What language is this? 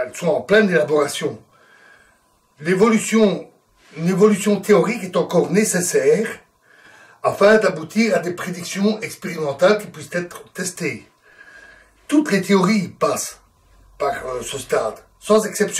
French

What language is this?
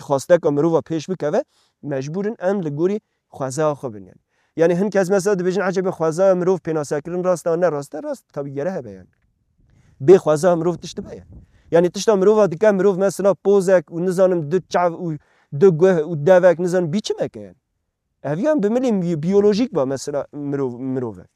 Kurdish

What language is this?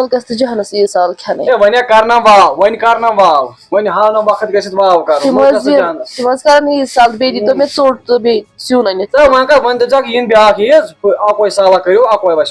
Kashmiri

